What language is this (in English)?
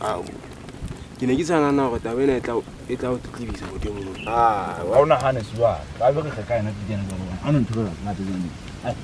Southern Sotho